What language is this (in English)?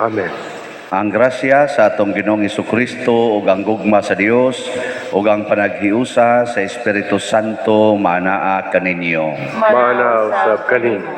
Cebuano